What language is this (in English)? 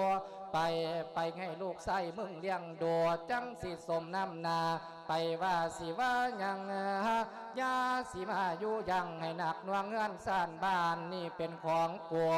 Lao